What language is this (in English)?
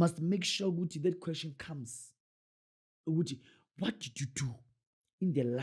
Zulu